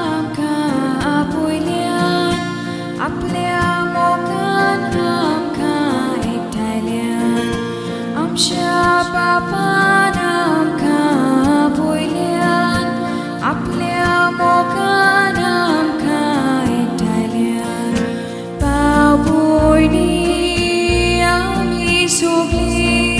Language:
Konkani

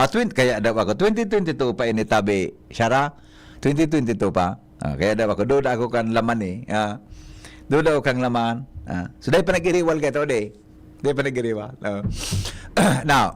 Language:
Bikol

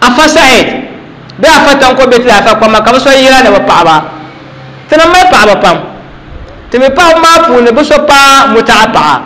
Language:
Dagbani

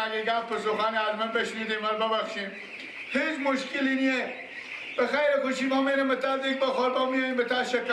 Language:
Persian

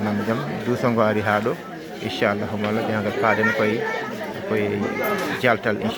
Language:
Fula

